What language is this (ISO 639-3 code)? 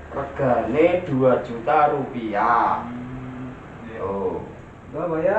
bew